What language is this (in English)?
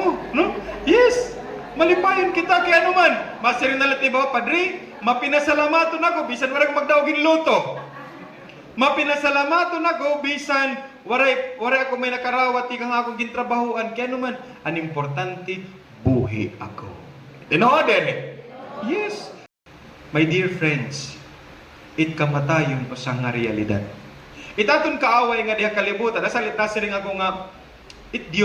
Waray